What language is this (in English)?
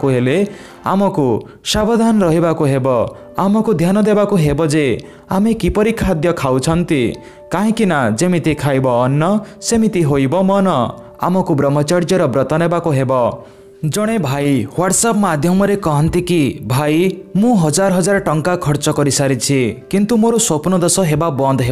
Odia